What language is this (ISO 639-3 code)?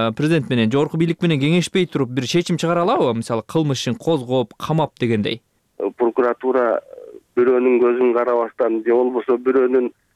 kir